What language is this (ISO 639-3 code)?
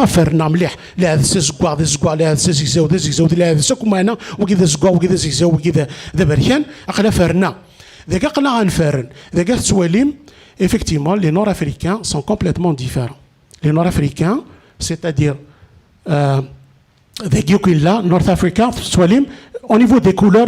kab